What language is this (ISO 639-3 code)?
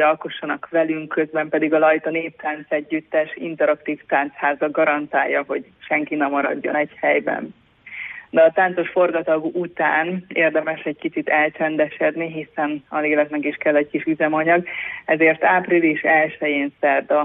hun